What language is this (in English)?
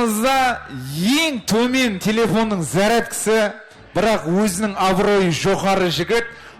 Kara-Kalpak